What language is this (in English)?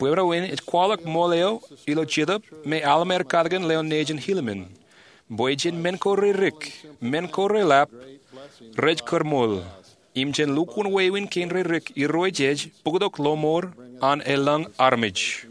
Marshallese